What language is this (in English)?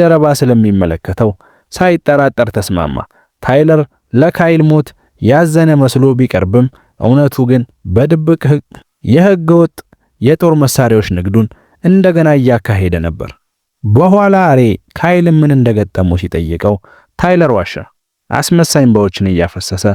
Amharic